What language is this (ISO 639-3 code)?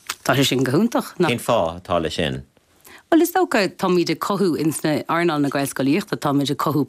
gle